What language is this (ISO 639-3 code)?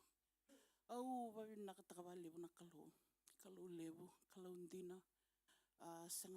fij